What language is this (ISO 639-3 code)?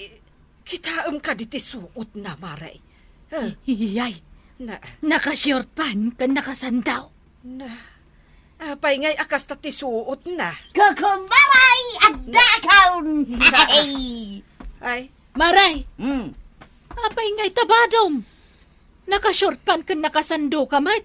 ilo